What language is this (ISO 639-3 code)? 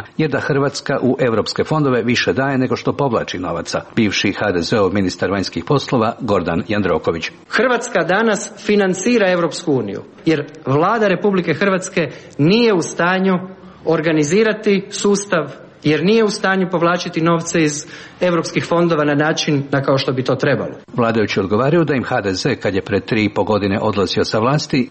srp